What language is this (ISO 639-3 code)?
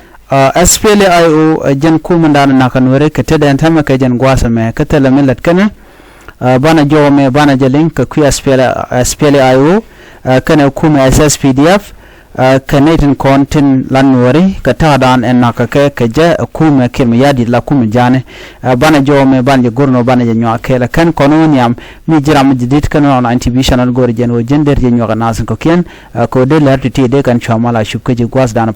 nus